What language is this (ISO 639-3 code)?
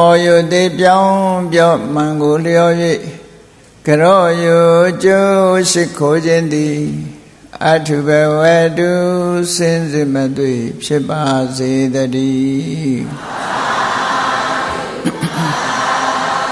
mya